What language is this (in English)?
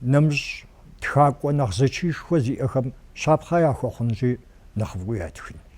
Kabardian